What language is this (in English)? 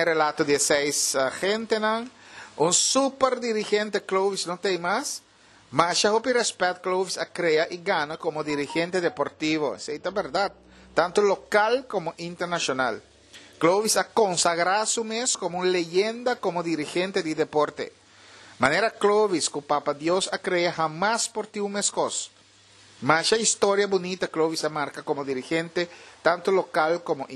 Papiamento